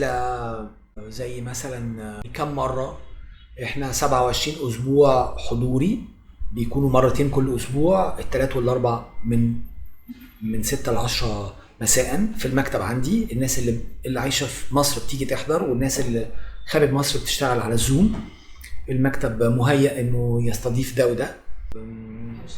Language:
Egyptian Arabic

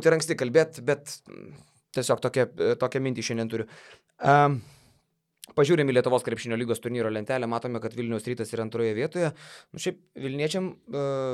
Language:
Lithuanian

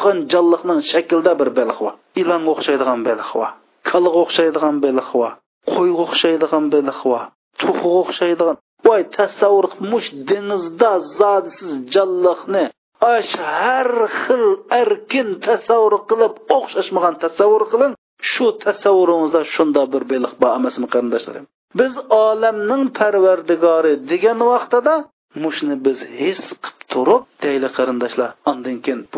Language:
Uyghur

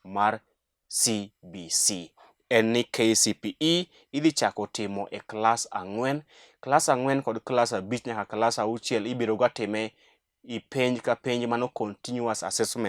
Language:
Luo (Kenya and Tanzania)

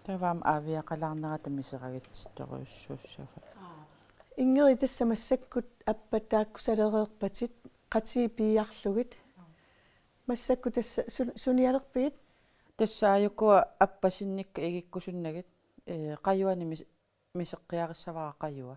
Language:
Kalaallisut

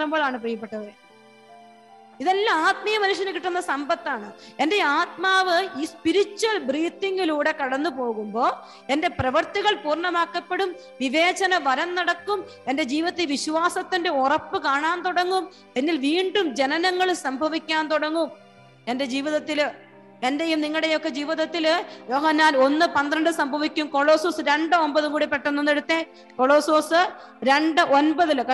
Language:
Malayalam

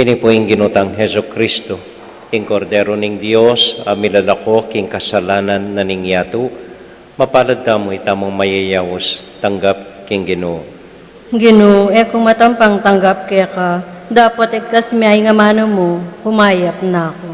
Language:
Pampanga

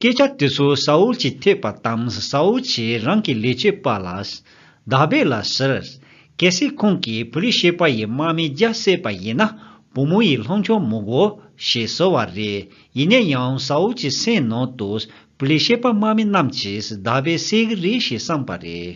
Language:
Tibetan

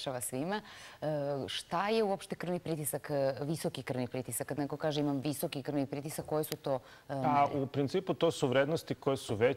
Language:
Serbian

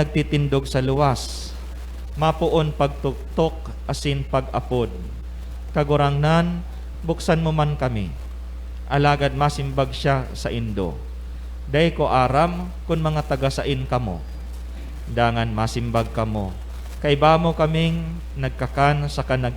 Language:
Bikol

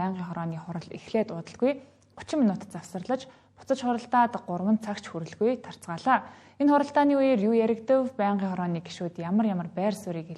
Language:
Mongolian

